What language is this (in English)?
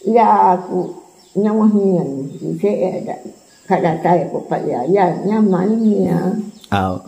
Iban